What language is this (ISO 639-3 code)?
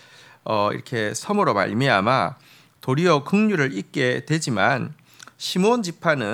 kor